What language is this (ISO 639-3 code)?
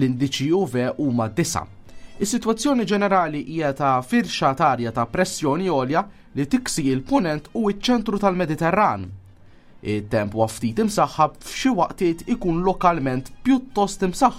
mlt